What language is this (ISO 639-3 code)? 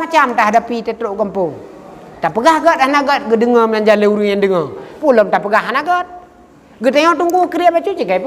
ace